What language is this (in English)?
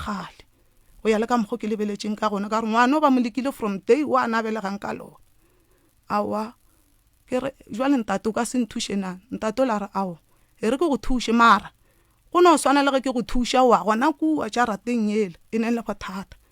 Northern Sotho